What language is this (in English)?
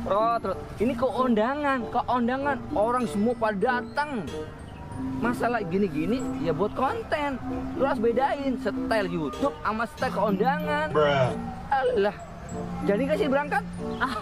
Betawi